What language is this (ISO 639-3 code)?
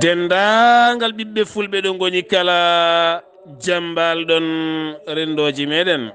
ful